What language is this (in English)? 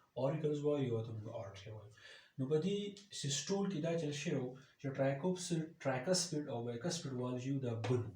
Pashto